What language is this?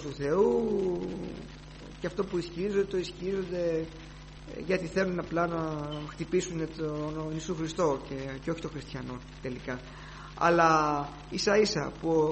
Greek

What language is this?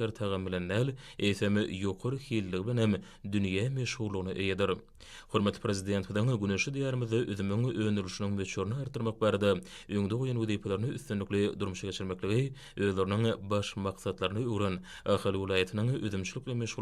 Turkmen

